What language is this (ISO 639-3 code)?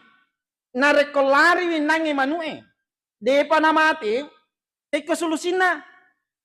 bug